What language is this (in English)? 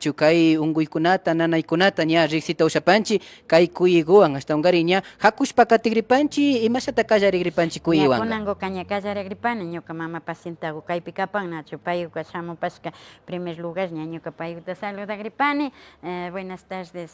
Imbabura Highland Quichua